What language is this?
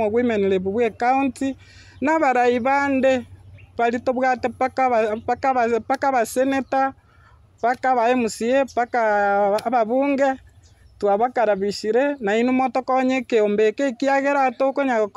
Gusii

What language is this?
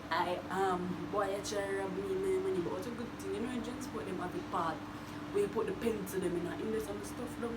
Jamaican Creole English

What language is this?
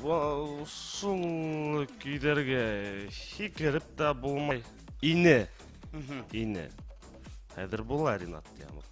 Bashkir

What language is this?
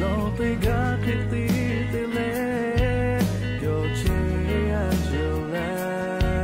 Lahu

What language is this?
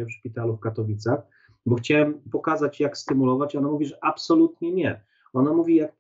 Polish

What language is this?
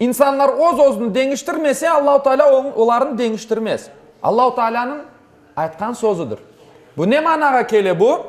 Crimean Tatar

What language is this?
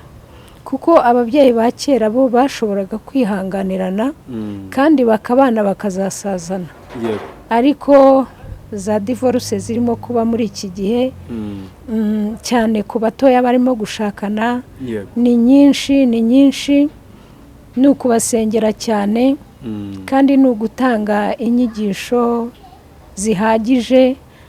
Kinyarwanda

